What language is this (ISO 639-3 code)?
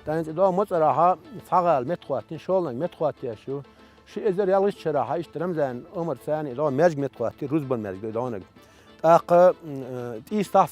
che